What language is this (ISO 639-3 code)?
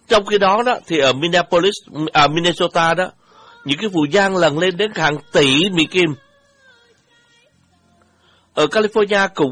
vie